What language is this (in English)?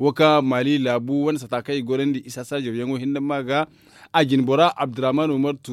Zarma